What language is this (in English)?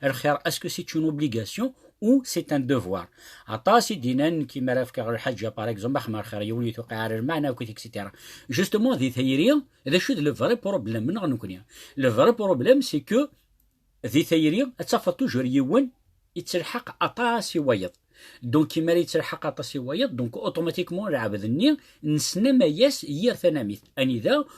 Kabyle